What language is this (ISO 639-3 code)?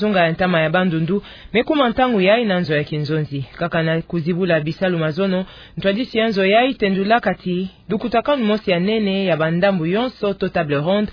ktu